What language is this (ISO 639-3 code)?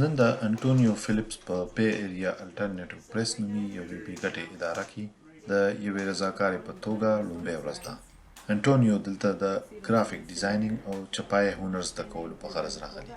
pus